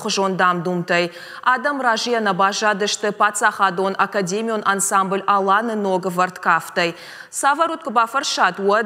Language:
Ossetic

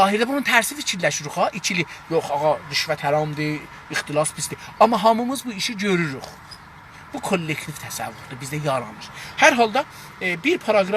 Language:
South Azerbaijani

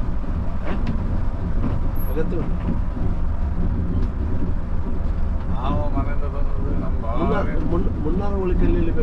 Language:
Kannada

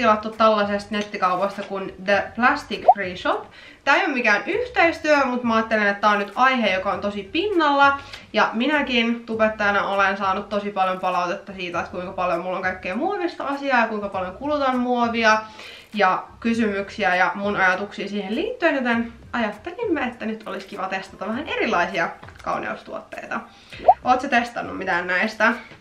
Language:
Finnish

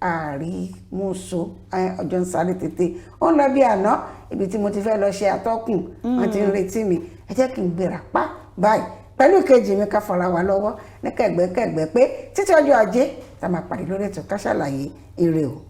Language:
Yoruba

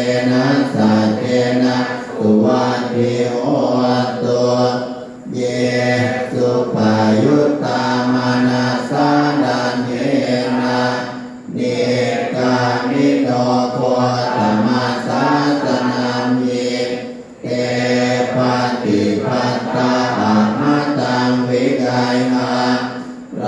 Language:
Pali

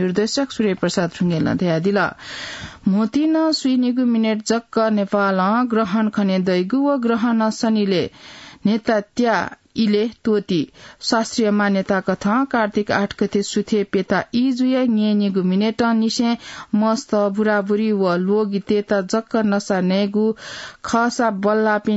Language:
Newari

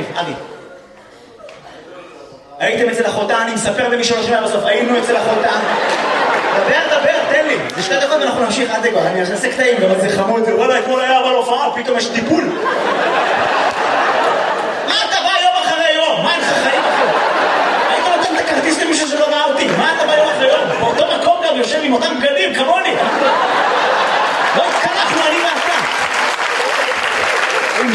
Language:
Hebrew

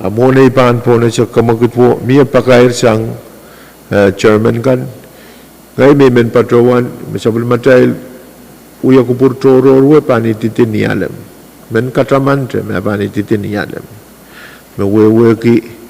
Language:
Pohnpeian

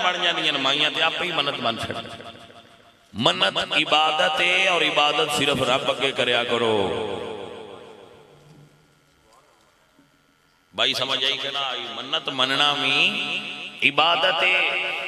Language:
Western Panjabi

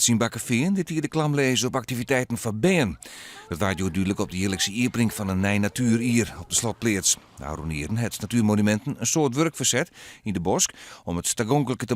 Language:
Western Frisian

